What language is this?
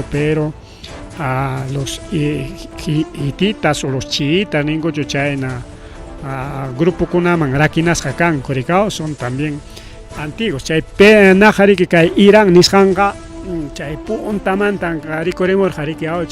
Ayacucho Quechua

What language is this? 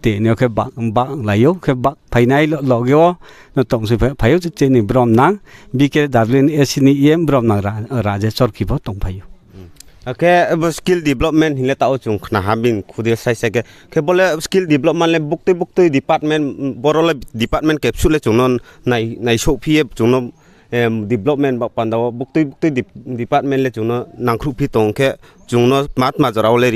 Riang (India)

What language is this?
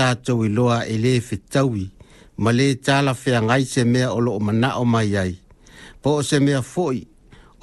Samoan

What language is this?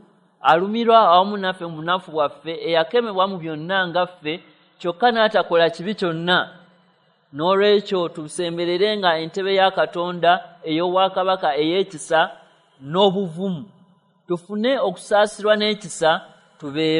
Ganda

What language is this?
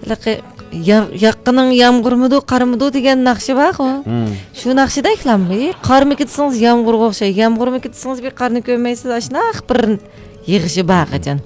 Uyghur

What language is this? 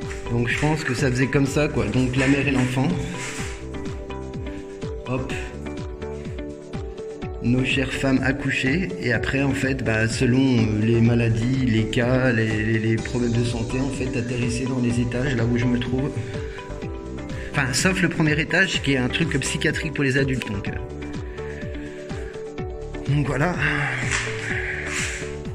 French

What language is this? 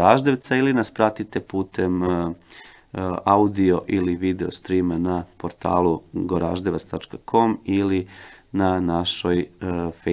Serbian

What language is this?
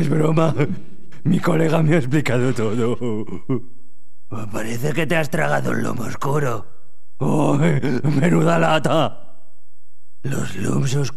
Spanish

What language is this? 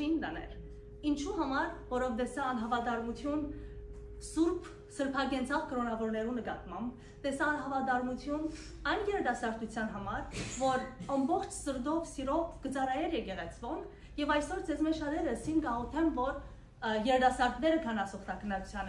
Western Armenian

